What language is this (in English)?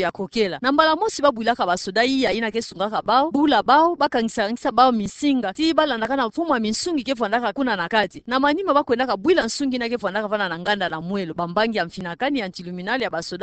Kituba (Democratic Republic of Congo)